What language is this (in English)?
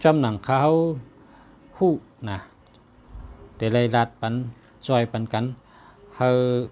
Shan